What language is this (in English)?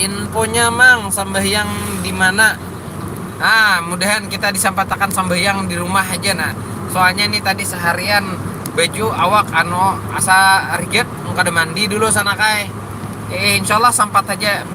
Banjar